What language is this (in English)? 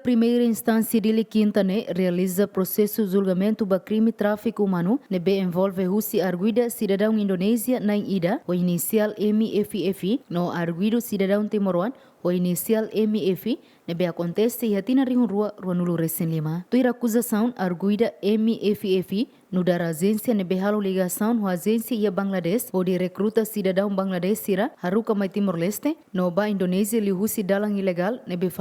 Tetum